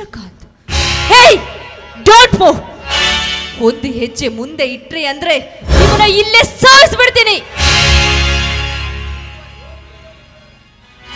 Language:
Kannada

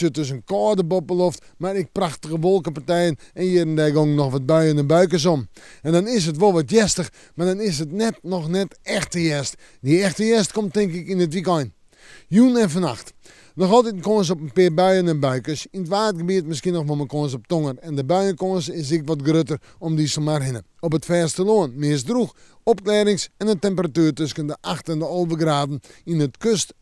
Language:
Western Frisian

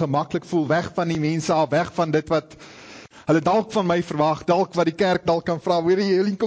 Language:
Afrikaans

